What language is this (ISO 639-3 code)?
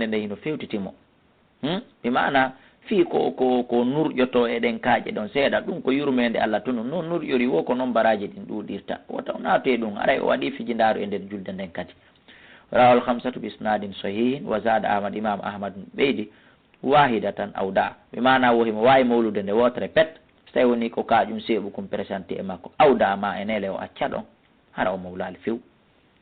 ful